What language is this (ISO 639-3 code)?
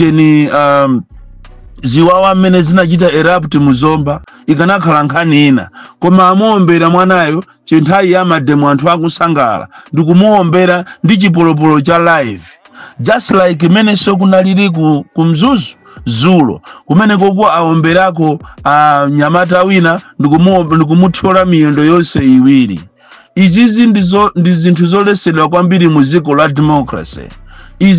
nya